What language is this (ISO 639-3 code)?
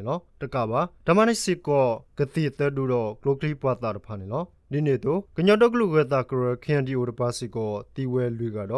ksw